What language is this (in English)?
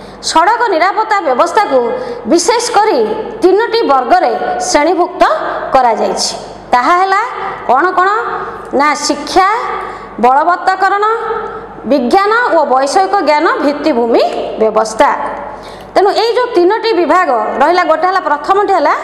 Odia